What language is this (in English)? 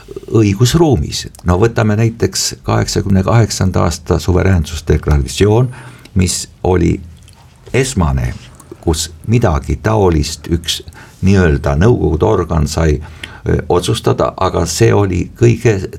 Estonian